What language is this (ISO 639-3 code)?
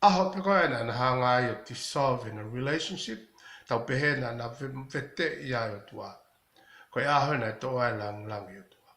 ton